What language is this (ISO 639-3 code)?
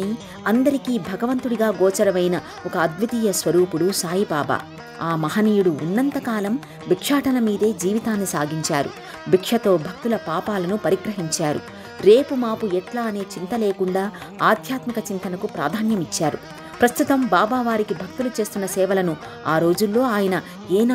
tel